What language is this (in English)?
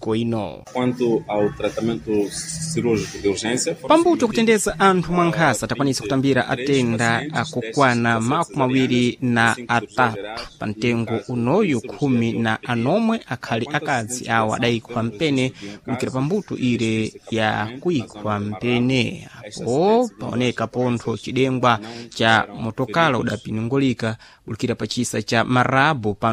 Sena